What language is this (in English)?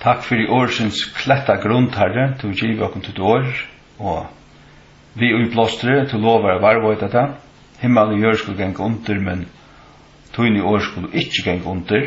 Faroese